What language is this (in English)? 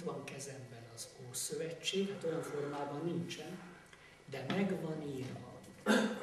Hungarian